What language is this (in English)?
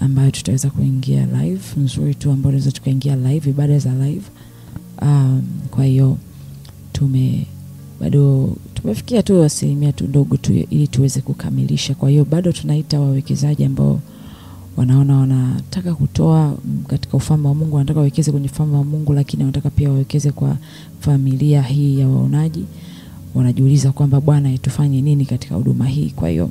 Swahili